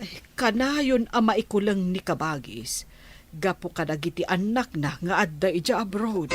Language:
Iloko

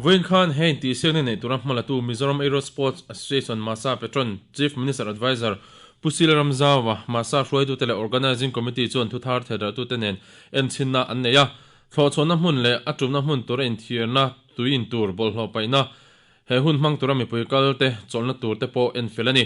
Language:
Mizo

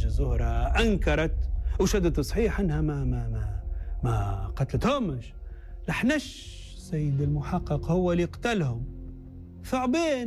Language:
Tunisian Arabic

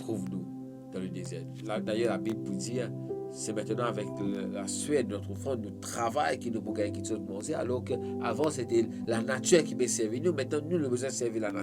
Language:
Morisyen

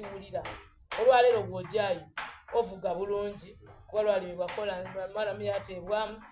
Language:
Soga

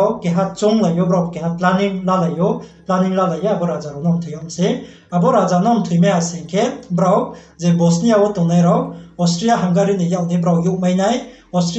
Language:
Riang (India)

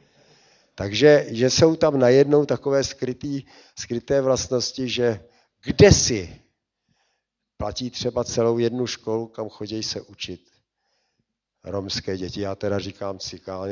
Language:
Czech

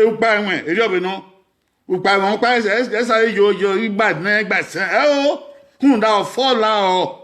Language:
Bini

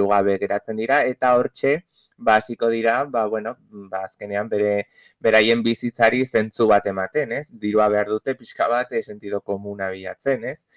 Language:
Basque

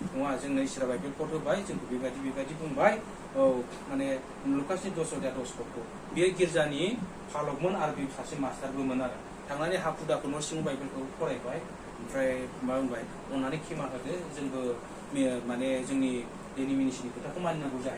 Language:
Bodo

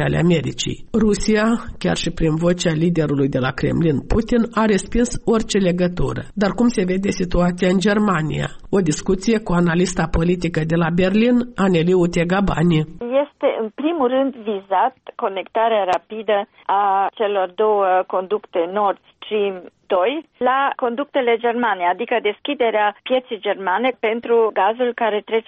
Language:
Romanian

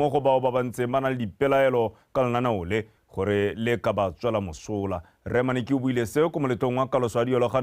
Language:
Tswana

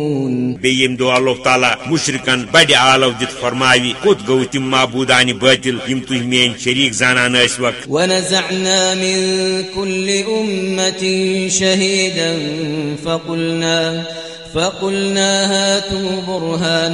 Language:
Kashmiri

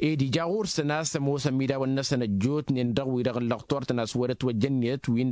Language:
Tamasheq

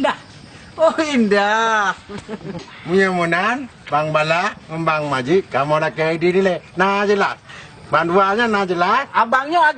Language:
Achinese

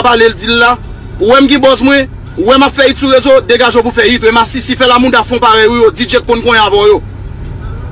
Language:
Haitian Creole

